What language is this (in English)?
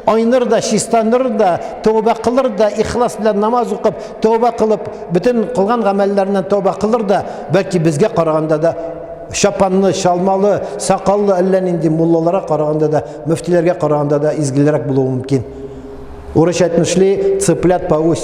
Tatar